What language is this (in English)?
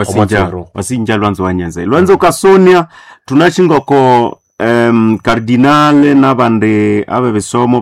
Nande